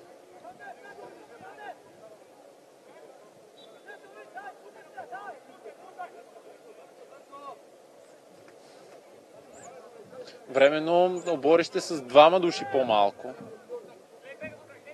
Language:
Bulgarian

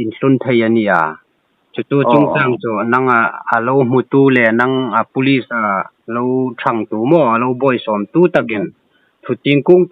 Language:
Hmar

